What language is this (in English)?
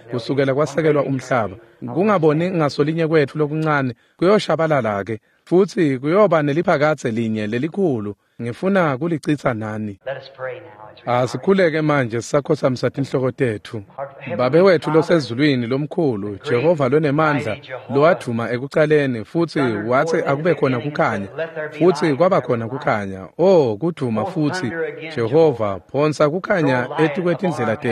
Swati